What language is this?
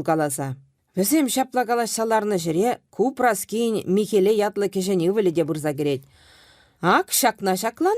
Chuvash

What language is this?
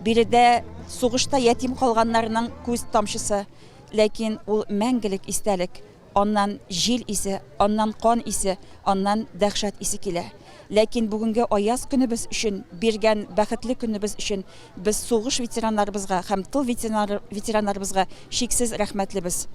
Tatar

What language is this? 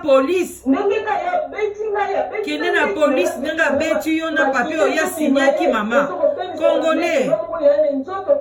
Lingala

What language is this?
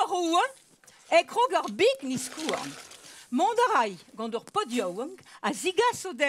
Breton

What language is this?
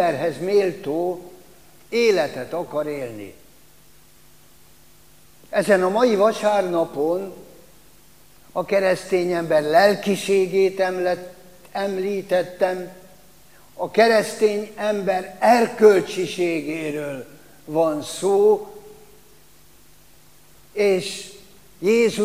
Hungarian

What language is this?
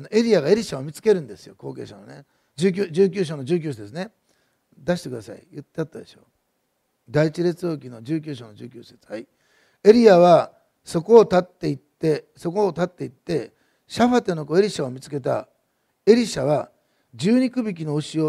Japanese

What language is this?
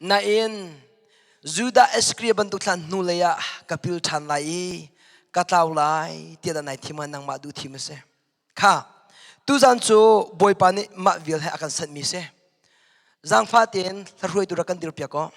Hakha Chin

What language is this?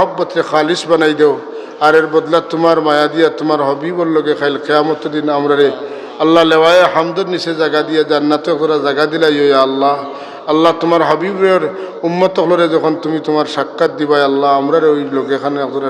Sylheti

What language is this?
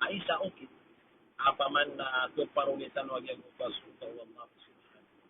Maranao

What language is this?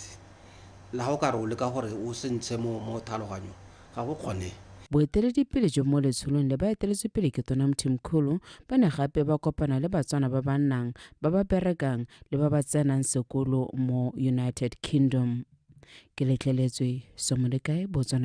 Tswana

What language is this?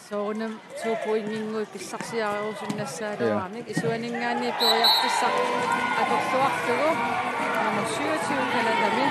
Kalaallisut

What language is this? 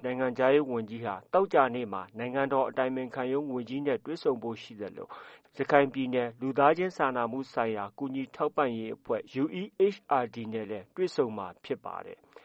Burmese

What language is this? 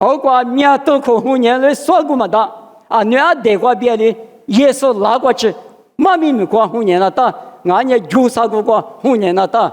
Lisu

